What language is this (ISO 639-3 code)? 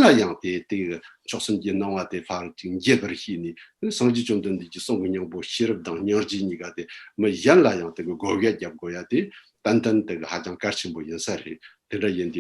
bod